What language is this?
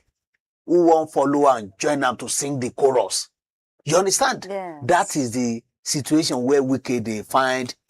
Nigerian Pidgin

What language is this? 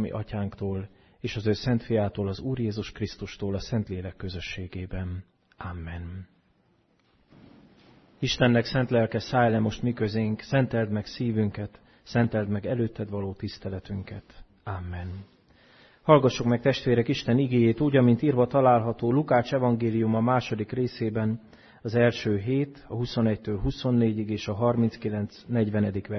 Hungarian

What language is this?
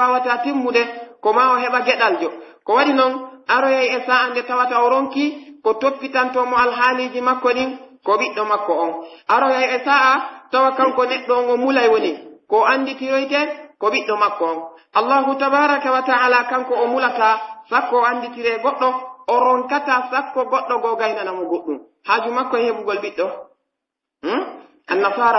Pular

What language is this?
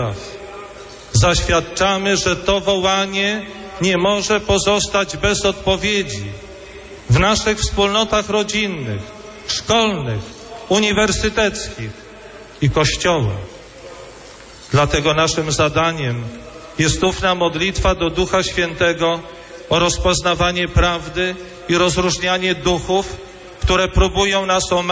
Polish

